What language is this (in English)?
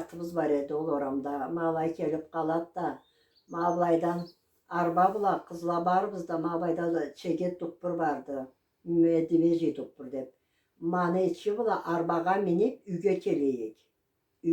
Karachay-Balkar